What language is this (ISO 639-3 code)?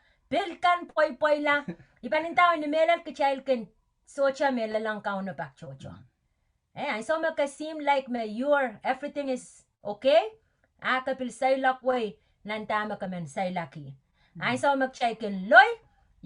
pon